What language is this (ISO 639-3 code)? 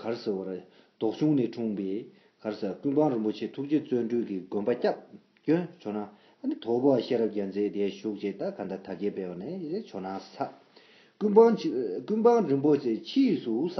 bod